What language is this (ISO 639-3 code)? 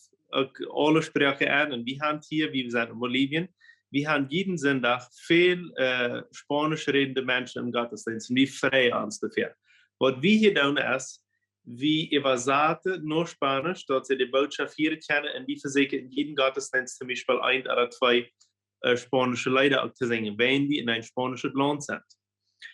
pdt